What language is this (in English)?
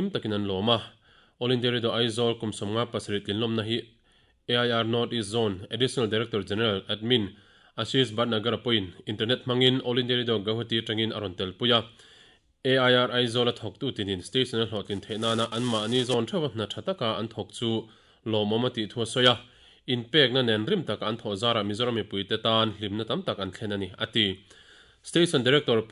Mizo